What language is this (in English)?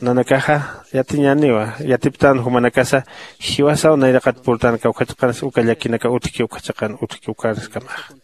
Aymara